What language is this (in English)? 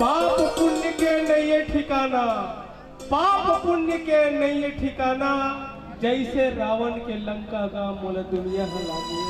Chhattisgarhi